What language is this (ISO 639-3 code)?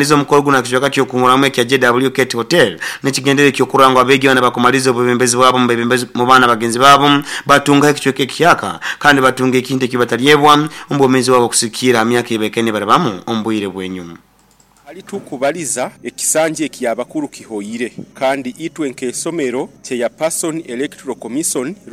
nyo